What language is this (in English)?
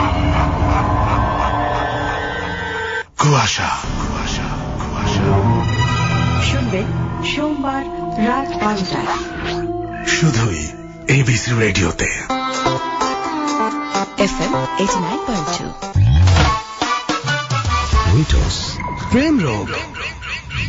Bangla